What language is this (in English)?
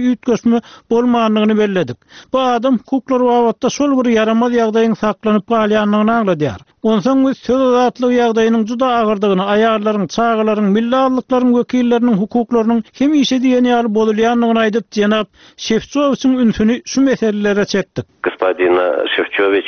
Turkmen